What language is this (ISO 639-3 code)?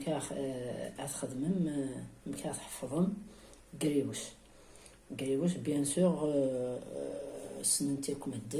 kab